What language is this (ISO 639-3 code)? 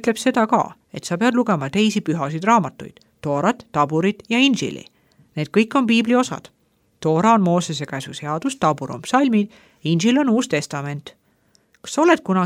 est